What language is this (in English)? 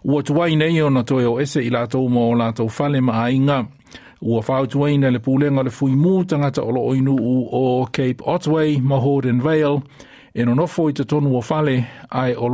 Samoan